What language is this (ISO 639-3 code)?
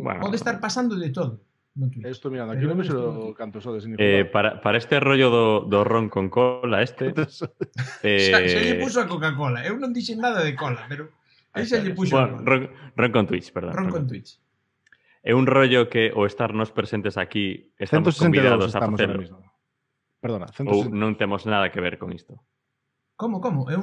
glg